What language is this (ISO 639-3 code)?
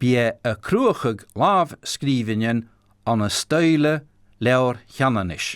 gla